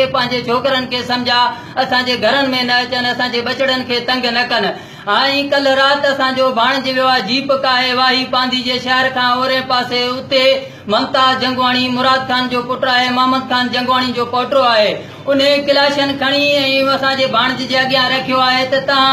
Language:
Sindhi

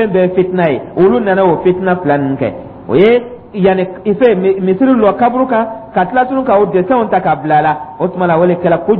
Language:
Dyula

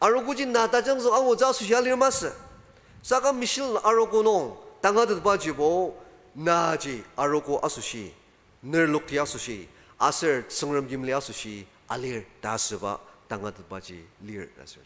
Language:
Ao Naga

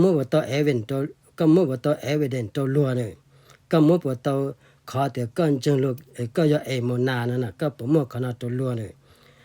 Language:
Hmong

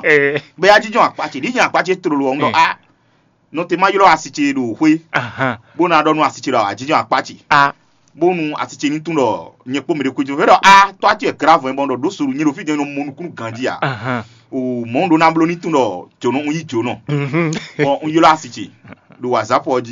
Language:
Fon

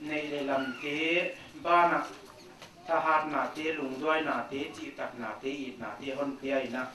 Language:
Paite Chin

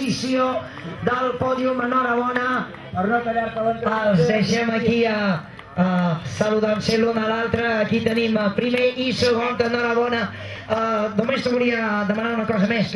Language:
Catalan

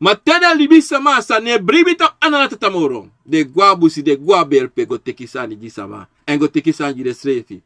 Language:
Sranan Tongo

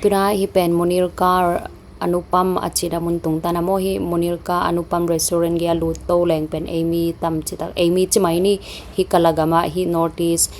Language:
Tedim Chin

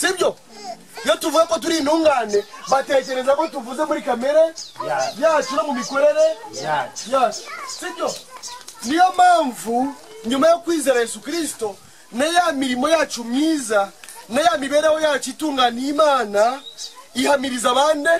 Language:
Kinyarwanda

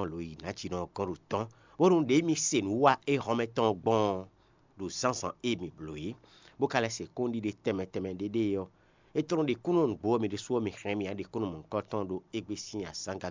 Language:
Fon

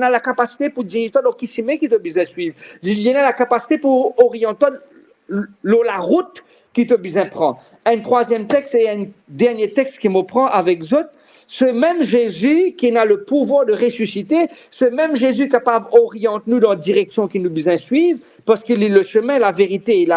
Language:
Morisyen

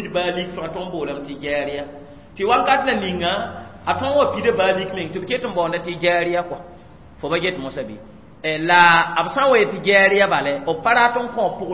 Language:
Mossi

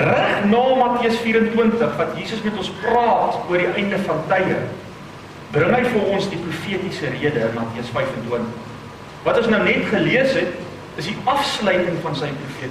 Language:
Afrikaans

